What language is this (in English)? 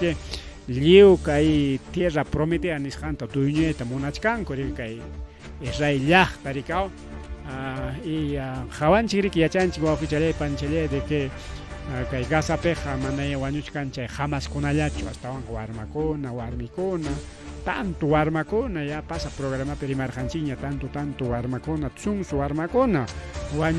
Ayacucho Quechua